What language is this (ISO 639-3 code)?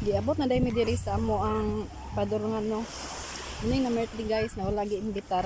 ceb